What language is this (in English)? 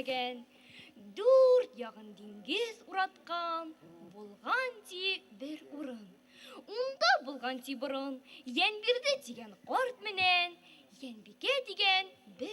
Bashkir